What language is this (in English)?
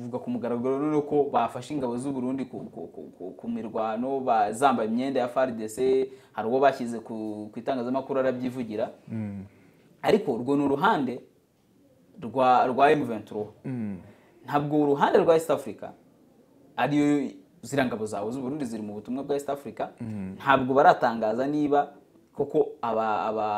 Kinyarwanda